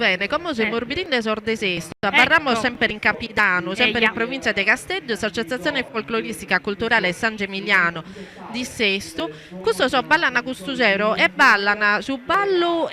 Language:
Sardinian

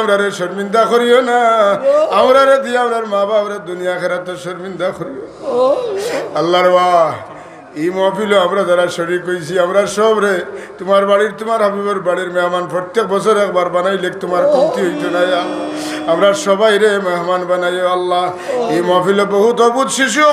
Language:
Sylheti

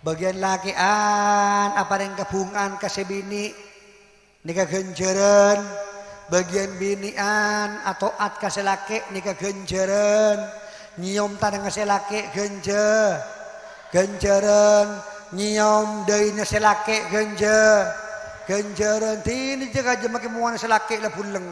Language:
Madurese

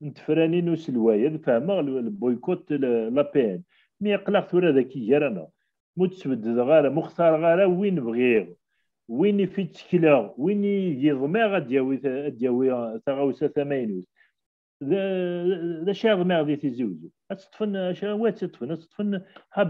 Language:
Kabyle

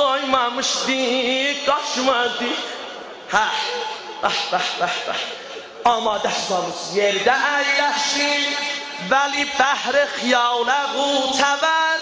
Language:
South Azerbaijani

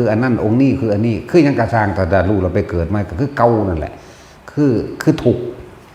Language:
Northeastern Thai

